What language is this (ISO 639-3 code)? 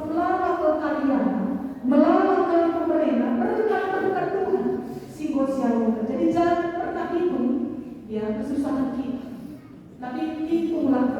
btx